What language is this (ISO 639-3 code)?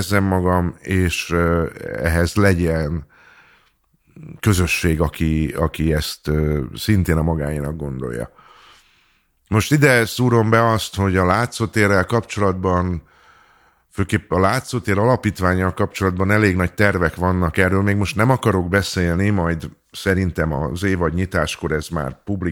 hun